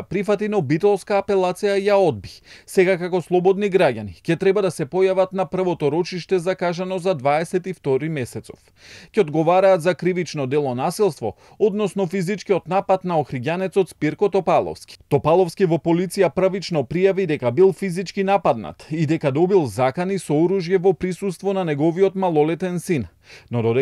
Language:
Macedonian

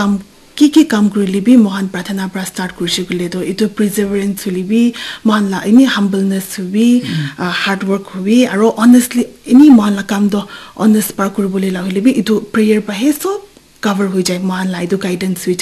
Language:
Naga Pidgin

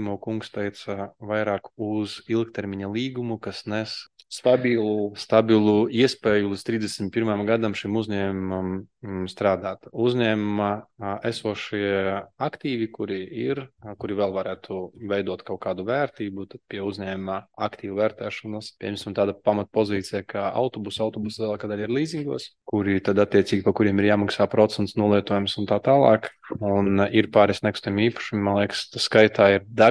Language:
Latvian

